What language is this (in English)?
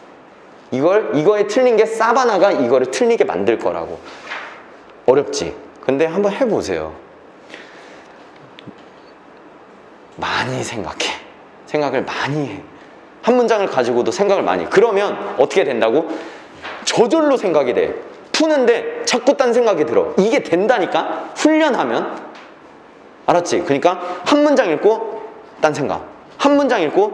Korean